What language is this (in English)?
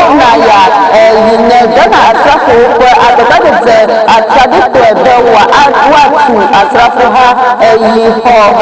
Ewe